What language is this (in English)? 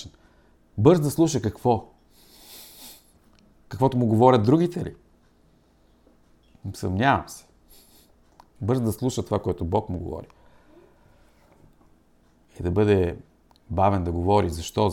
Bulgarian